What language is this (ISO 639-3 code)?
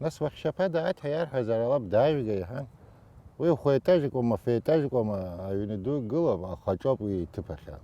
abk